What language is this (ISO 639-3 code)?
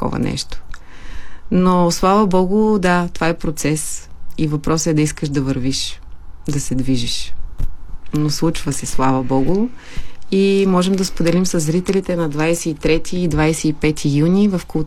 bul